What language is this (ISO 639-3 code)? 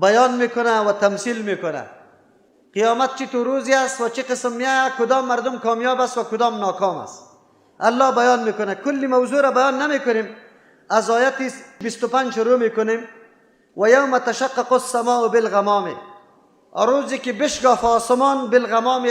fas